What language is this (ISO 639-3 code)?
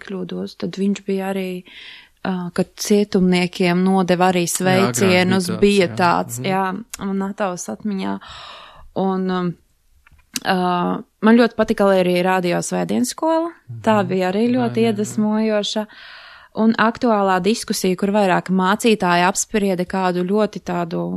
lav